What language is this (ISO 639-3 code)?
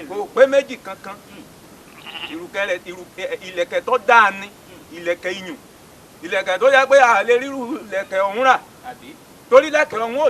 yor